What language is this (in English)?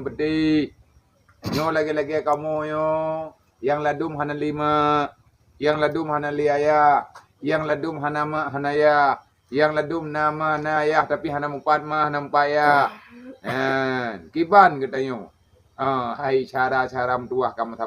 Achinese